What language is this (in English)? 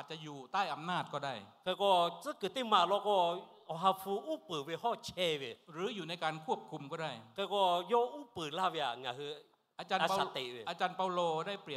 Lahu